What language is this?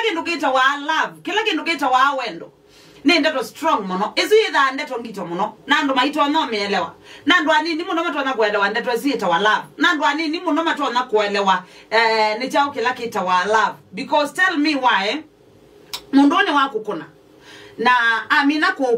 Kamba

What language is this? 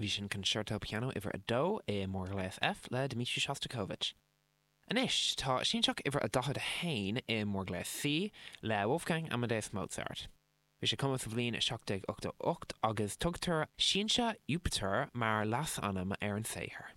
Irish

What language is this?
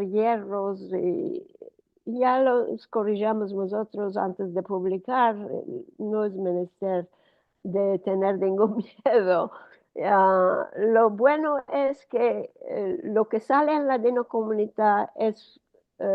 Ladino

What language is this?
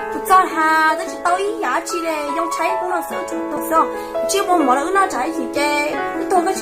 Hmong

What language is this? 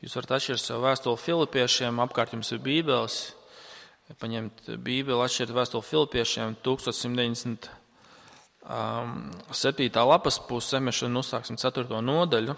Latvian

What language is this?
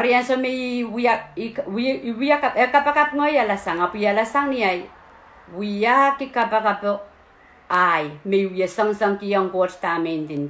Pohnpeian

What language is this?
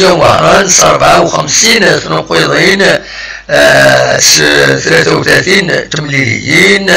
Kabyle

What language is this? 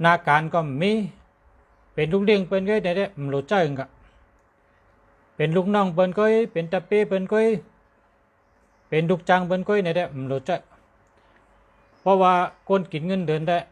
Shan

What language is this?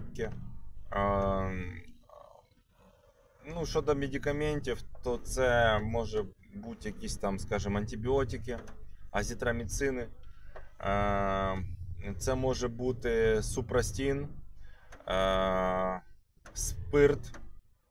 Ukrainian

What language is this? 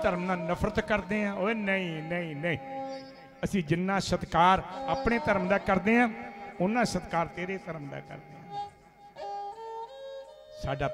Punjabi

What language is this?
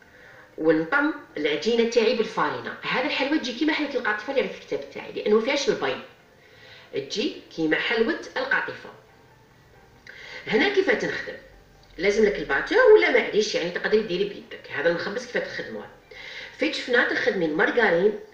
Algerian Arabic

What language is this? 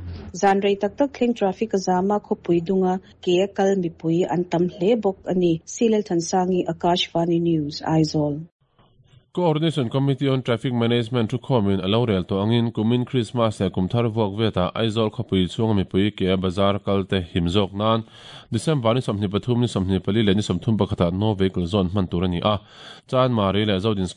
Mizo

